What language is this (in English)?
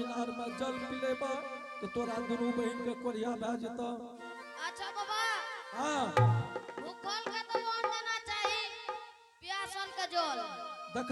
Angika